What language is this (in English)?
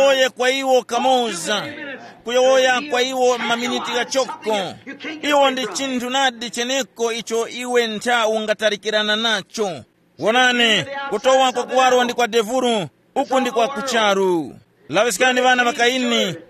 Tumbuka